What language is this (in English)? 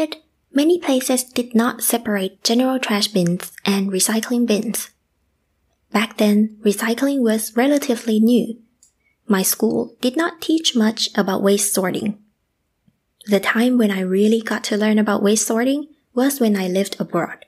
English